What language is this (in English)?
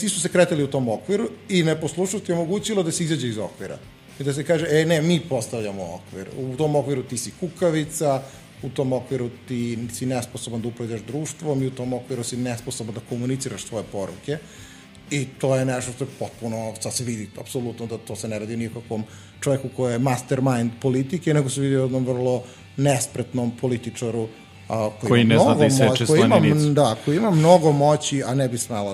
Serbian